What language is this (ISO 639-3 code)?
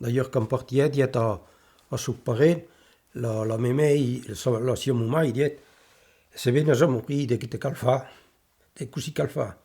oci